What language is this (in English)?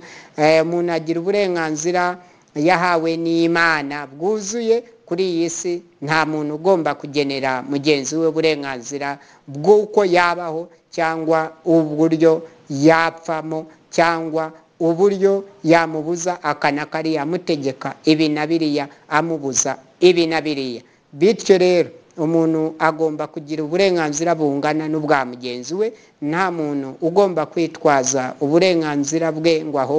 Kinyarwanda